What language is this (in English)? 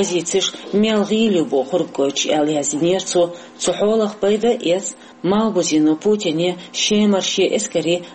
Chechen